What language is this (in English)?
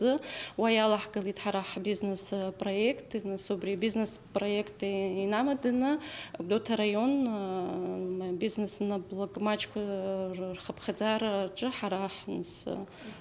Abkhazian